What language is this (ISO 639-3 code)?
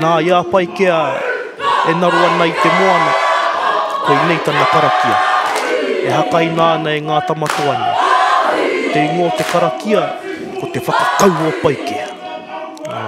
mri